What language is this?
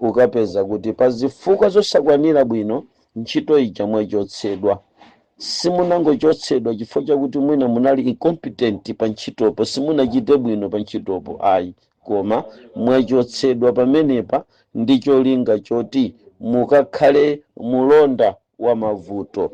Nyanja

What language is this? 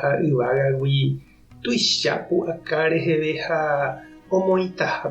Guarani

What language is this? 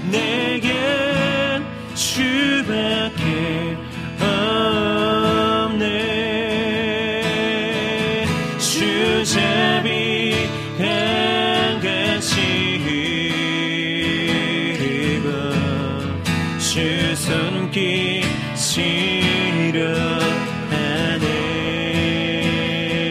Korean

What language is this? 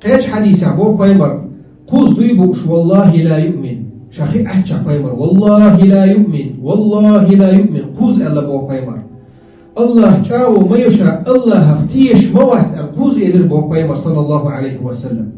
Chechen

